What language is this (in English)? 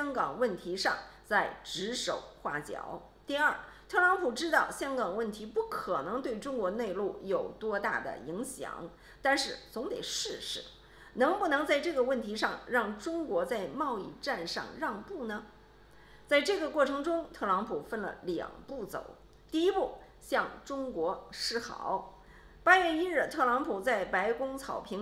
Chinese